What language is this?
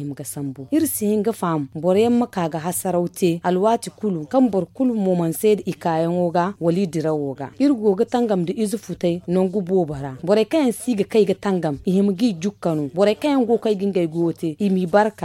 Zarma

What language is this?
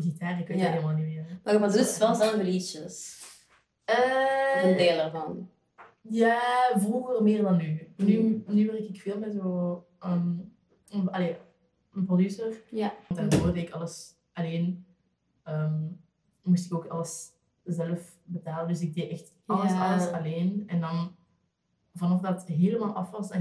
Dutch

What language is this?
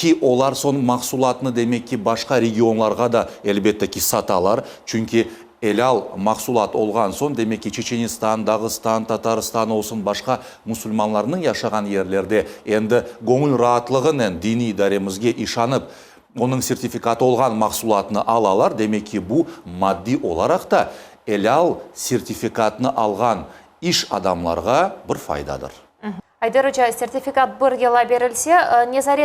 Crimean Tatar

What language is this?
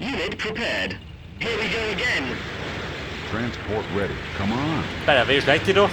Bavarian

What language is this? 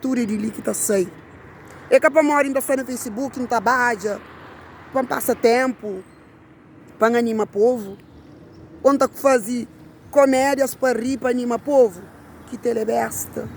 Kabuverdianu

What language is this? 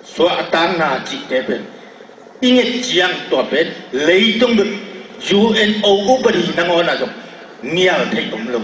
Tedim Chin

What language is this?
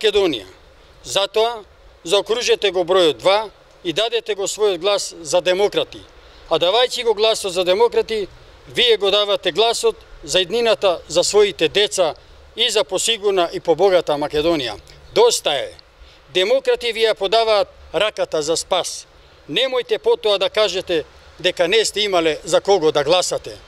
Macedonian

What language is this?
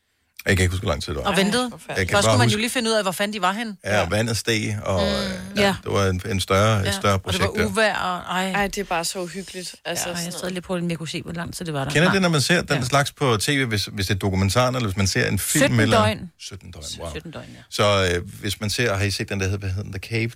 Danish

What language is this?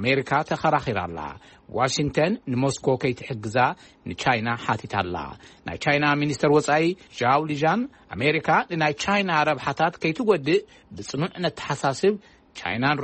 Tigrinya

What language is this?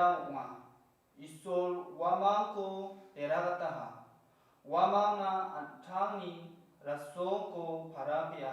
Garo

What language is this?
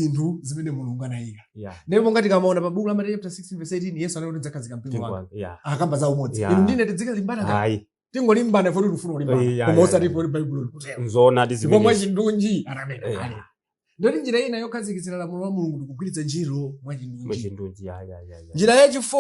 Nyanja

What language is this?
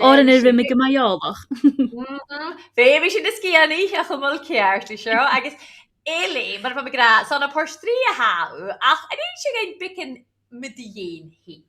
Scottish Gaelic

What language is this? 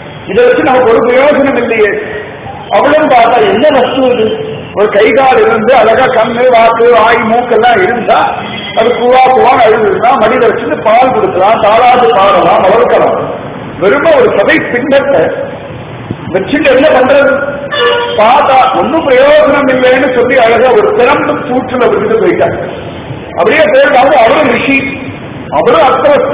Tamil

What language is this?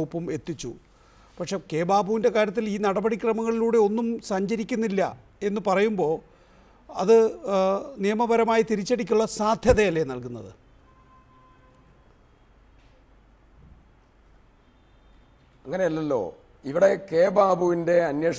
Malayalam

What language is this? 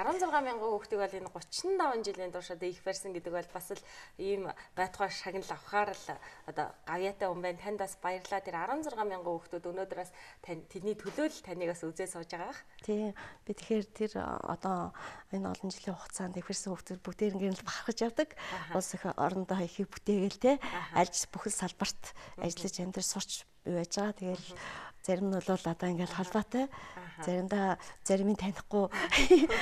Mongolian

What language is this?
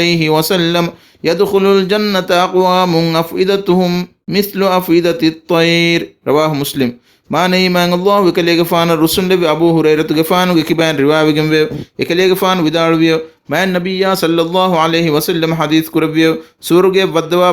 Divehi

